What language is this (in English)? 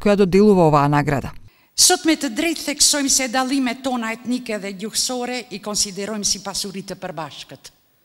Macedonian